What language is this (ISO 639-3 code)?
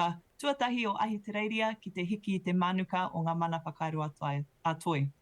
mri